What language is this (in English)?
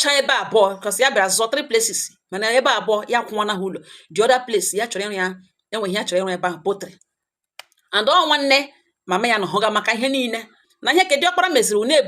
Igbo